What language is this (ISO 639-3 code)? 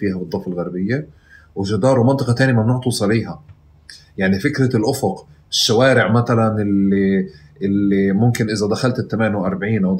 apc